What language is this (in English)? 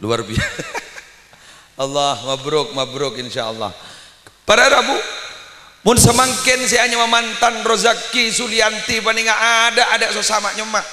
Madurese